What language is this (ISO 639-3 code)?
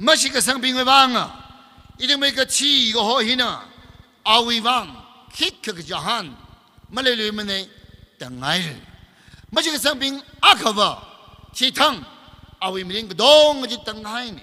nmf